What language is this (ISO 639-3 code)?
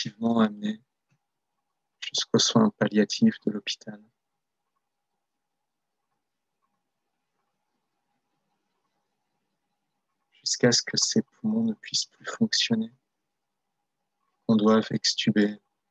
fra